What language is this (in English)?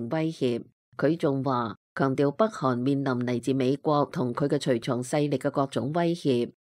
Cantonese